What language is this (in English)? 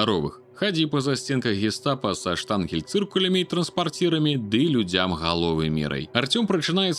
Belarusian